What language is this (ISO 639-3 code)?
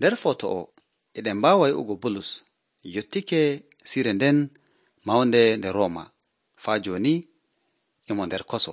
fuv